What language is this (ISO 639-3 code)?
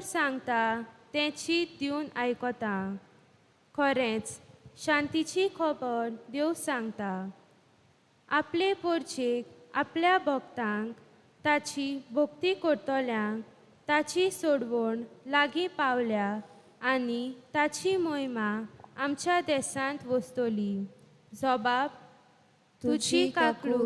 kok